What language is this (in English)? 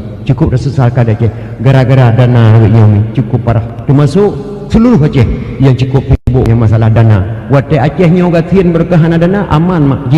Achinese